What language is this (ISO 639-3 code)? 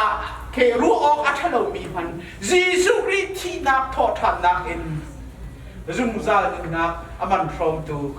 cnh